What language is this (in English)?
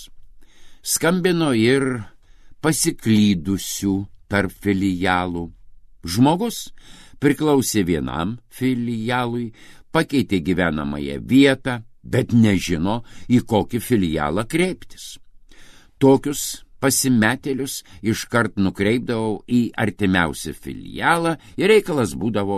Lithuanian